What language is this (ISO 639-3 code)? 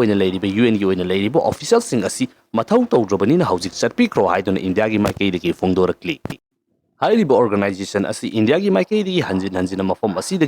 mni